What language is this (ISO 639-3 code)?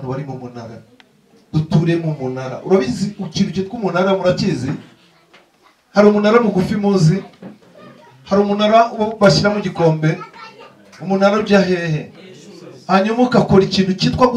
kin